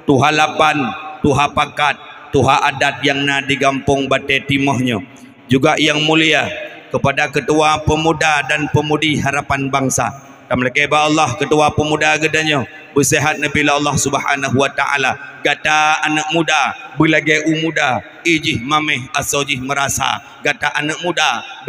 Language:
Achinese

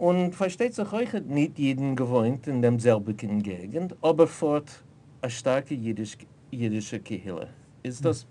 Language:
Yiddish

